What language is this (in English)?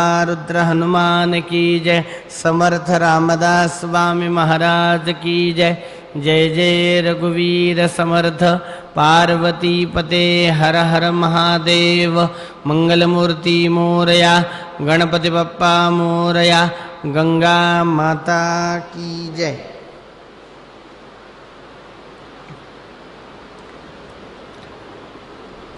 Marathi